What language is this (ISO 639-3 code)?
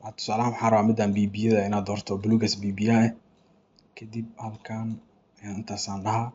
som